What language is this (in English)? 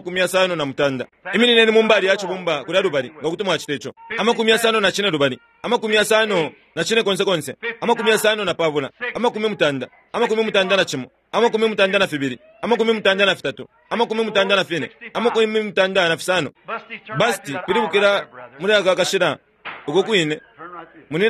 Bemba